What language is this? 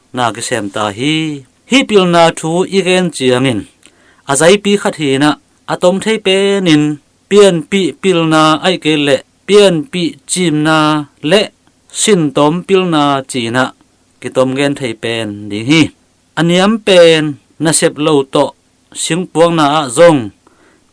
Tedim Chin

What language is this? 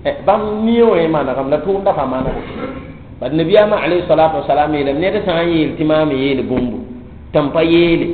Mossi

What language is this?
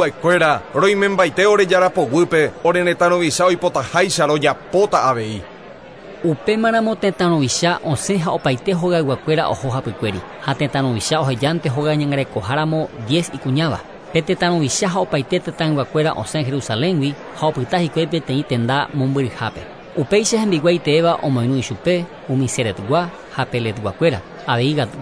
Guarani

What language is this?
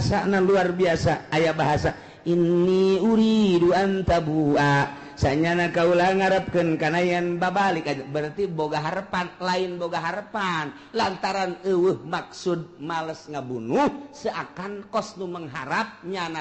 Sundanese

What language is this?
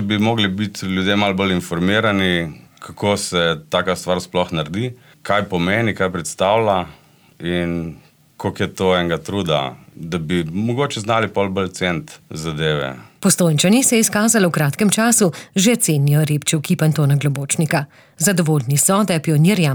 Slovenian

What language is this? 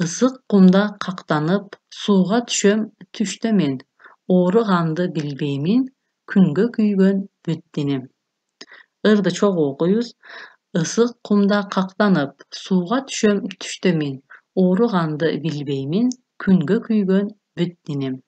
Kyrgyz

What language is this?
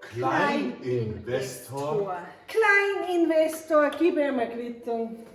Bavarian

